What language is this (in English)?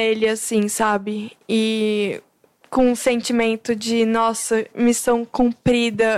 Portuguese